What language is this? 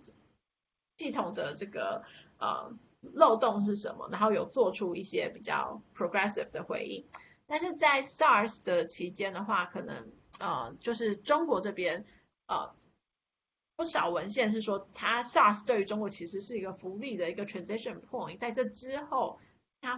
Chinese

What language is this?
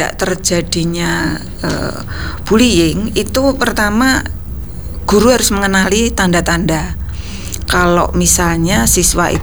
Indonesian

